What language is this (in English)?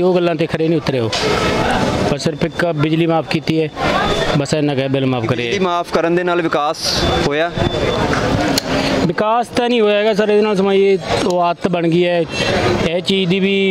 Punjabi